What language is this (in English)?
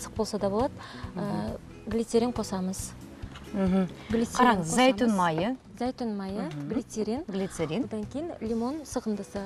Kazakh